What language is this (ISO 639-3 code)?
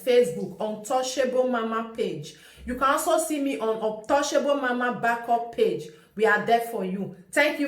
pcm